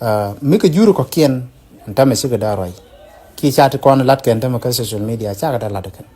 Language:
Nuer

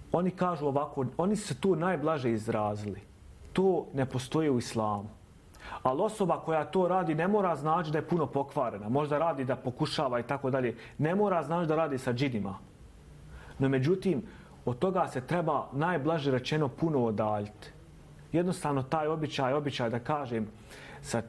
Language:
Bosnian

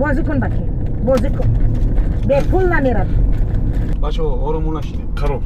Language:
Tajik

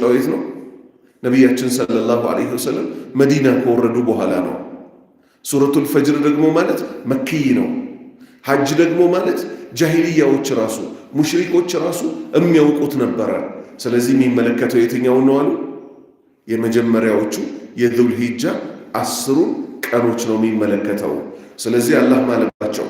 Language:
Amharic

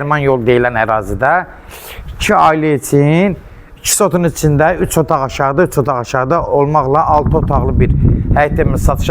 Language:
Azerbaijani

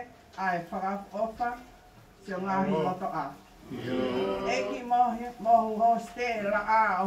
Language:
Tongan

